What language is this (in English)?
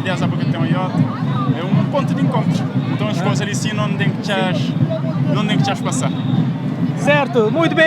Kabuverdianu